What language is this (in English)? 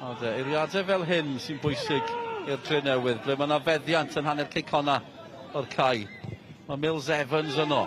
Welsh